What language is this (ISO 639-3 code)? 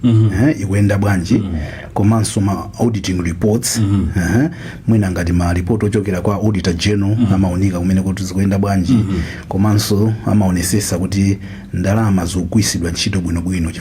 nya